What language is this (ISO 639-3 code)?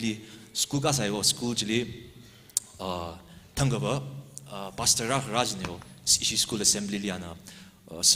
nmf